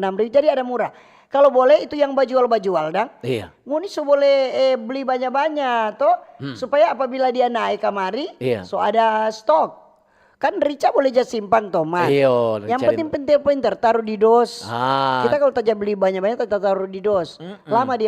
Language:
Manado Malay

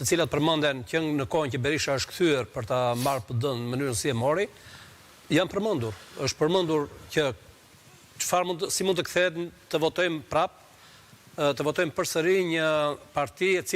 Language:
Albanian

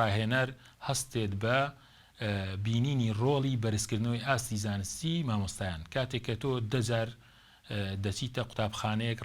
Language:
Central Kurdish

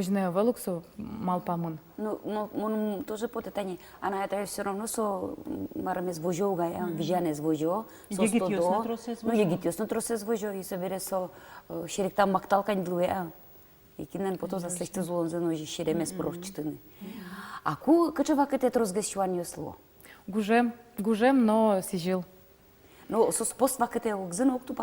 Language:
Udmurt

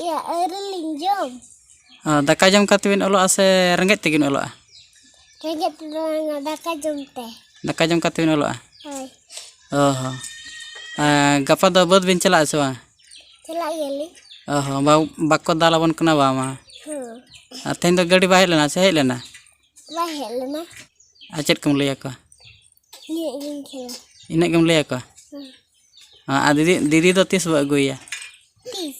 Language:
Santali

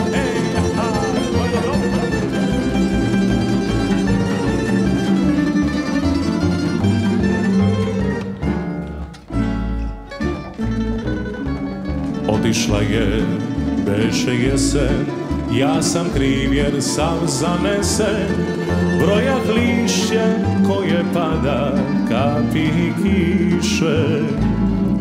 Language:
Serbian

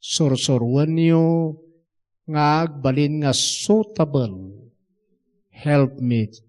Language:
Iloko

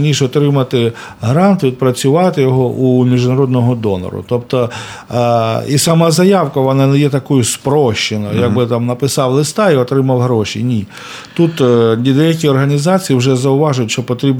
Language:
Ukrainian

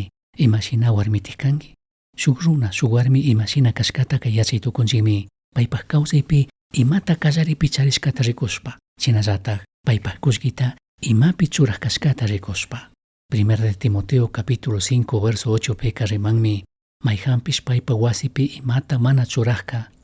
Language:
Chimborazo Highland Quichua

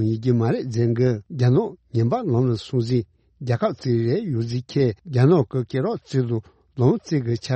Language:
Tibetan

